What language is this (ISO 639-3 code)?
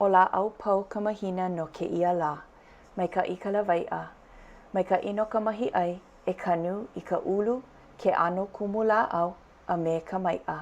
haw